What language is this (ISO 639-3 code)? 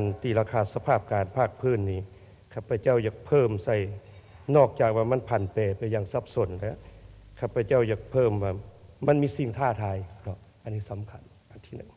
lao